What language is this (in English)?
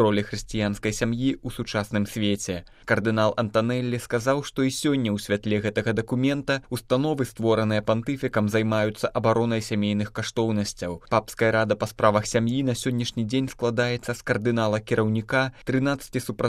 Belarusian